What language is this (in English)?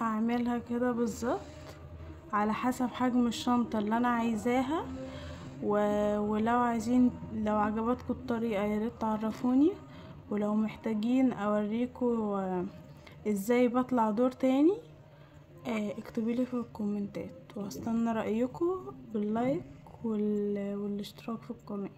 Egyptian Arabic